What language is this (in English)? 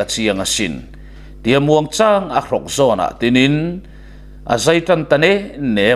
Mizo